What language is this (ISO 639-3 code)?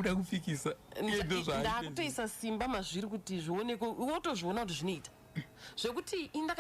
sna